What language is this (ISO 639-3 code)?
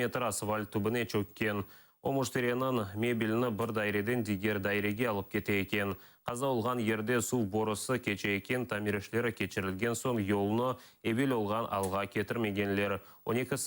crh